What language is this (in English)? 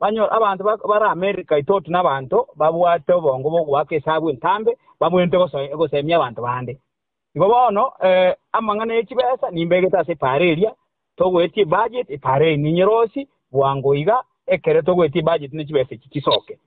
Gusii